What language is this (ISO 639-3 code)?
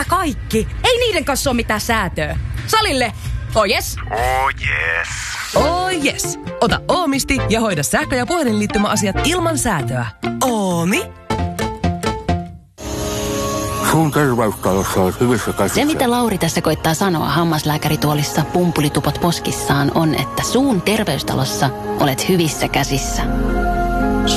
fin